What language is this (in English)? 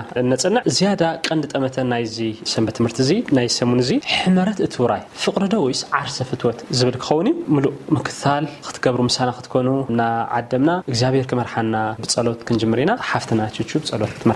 Tigrinya